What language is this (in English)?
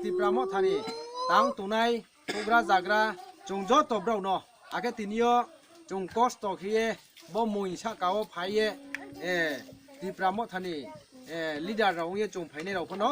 Kok Borok